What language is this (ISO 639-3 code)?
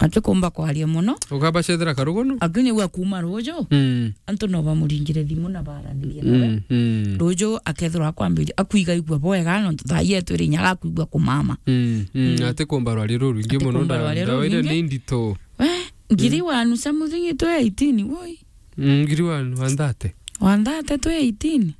mer